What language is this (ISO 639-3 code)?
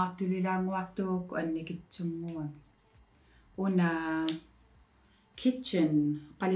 kal